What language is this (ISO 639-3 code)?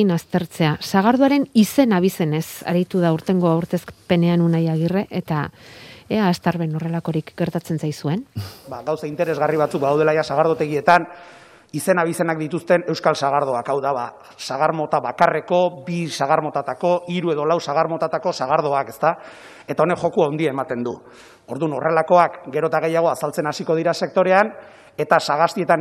eus